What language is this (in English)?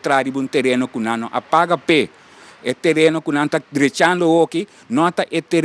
Papiamento